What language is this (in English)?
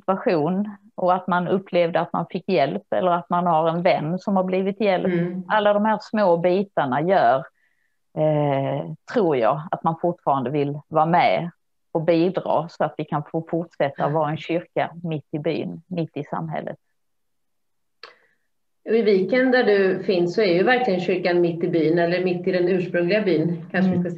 Swedish